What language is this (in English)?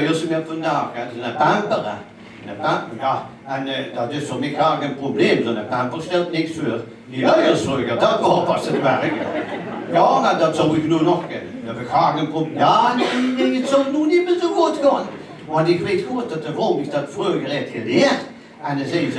Limburgish